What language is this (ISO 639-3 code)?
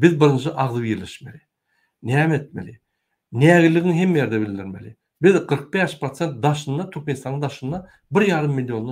tuk